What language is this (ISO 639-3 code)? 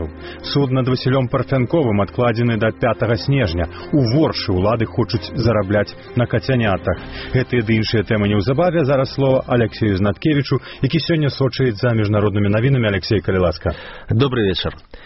bel